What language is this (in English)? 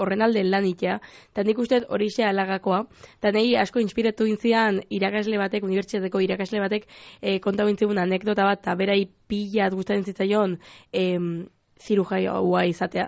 Basque